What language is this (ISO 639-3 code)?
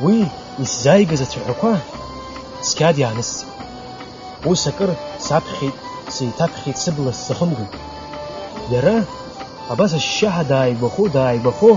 abk